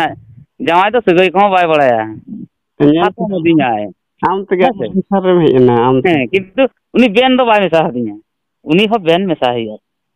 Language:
Santali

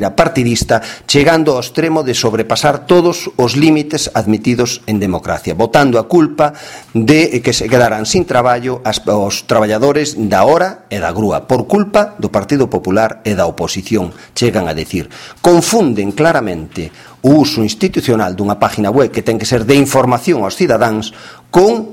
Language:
Galician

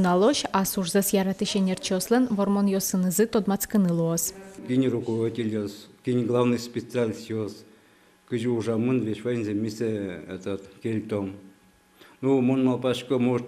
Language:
Udmurt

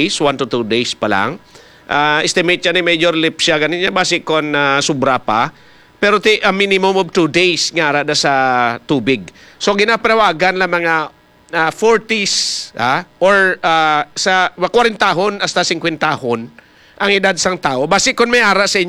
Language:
Hiligaynon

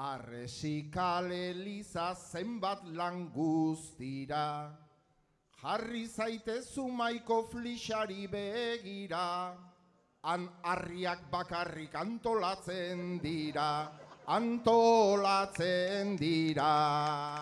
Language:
Basque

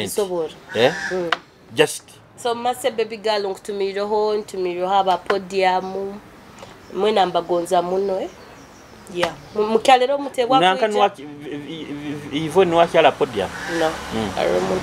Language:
Nyoro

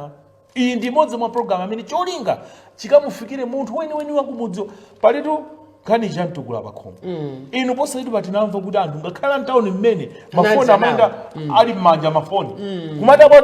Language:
Nyanja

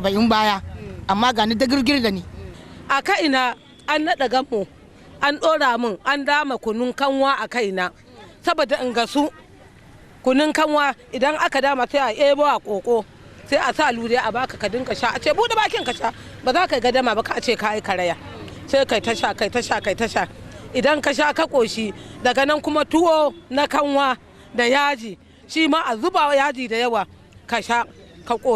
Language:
Hausa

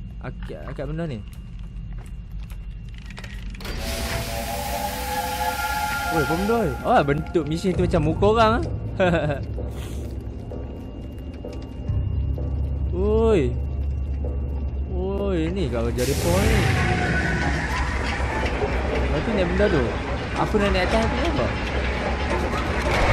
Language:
Malay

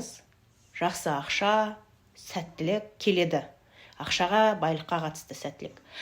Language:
Kazakh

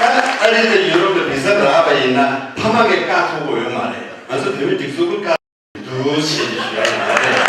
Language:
Tibetan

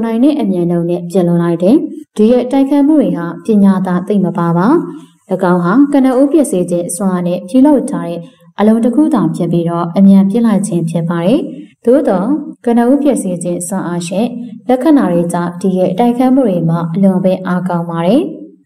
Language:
Burmese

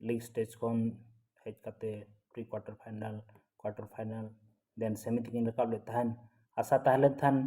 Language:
Santali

